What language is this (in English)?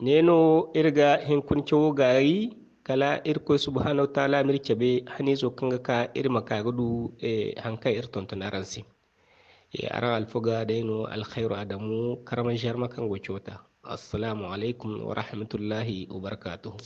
Zarma